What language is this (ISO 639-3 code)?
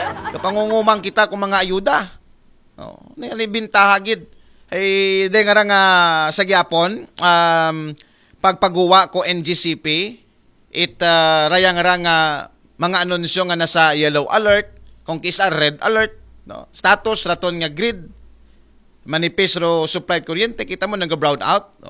akl